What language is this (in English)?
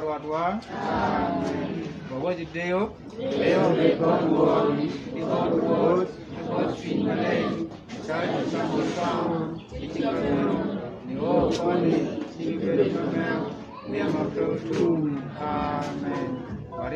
Acoli